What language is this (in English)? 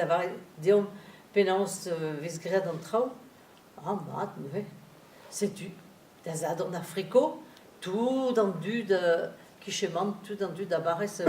Breton